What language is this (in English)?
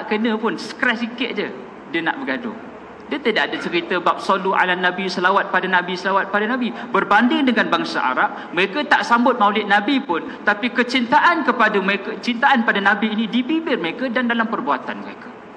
Malay